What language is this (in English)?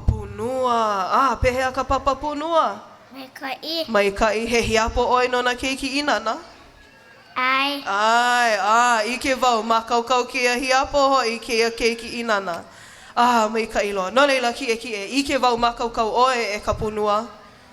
Hawaiian